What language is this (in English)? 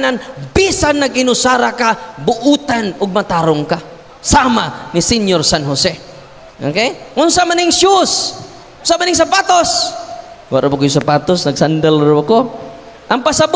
Cebuano